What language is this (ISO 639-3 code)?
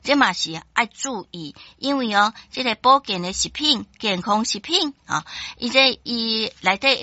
nan